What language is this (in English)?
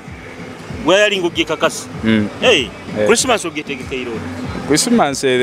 Nyoro